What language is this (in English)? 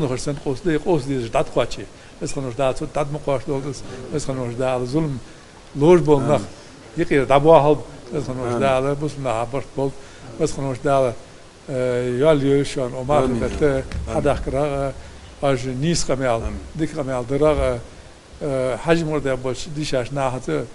Ingush